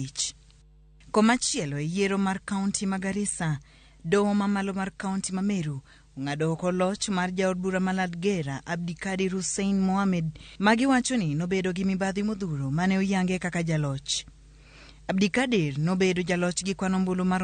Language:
Luo (Kenya and Tanzania)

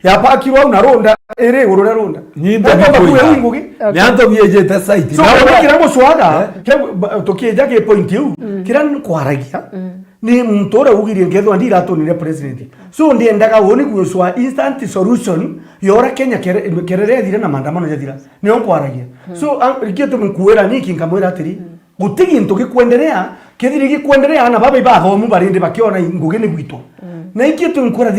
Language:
Meru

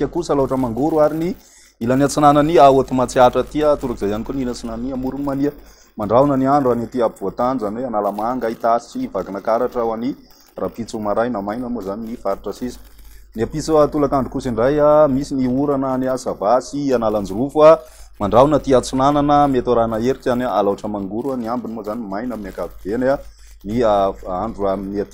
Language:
Malagasy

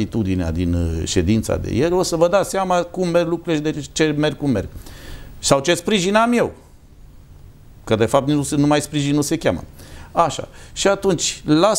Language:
Romanian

